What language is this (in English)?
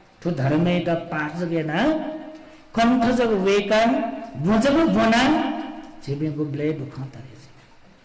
Newari